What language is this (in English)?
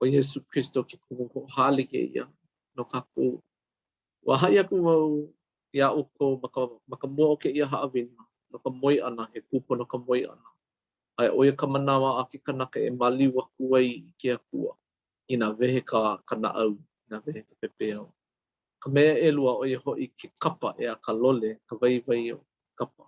Hawaiian